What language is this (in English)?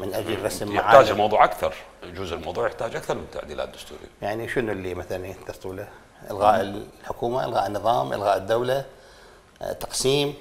Mesopotamian Arabic